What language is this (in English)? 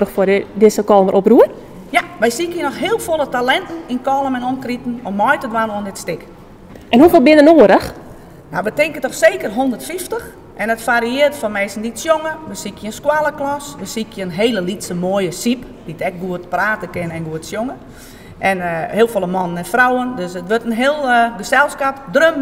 Western Frisian